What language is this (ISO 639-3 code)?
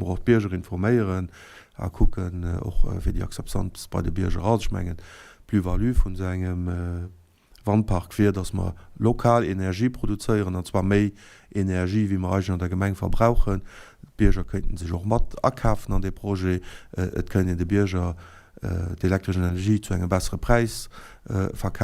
ltz